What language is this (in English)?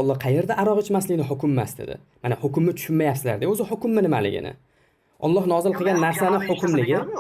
Uzbek